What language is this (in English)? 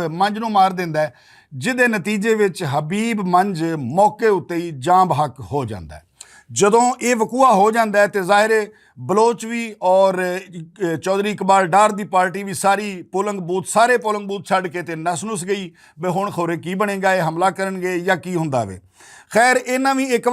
Western Panjabi